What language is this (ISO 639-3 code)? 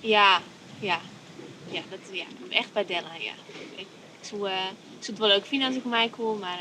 fry